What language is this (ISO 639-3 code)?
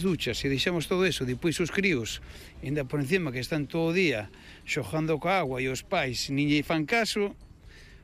glg